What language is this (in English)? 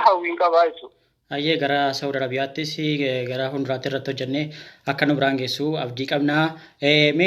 Oromo